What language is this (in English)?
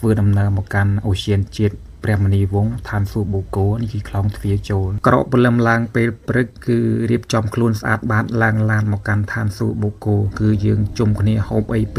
Khmer